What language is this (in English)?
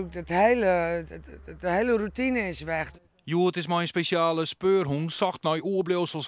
Western Frisian